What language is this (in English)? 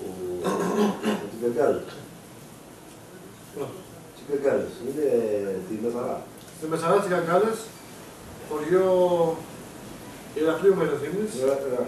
Greek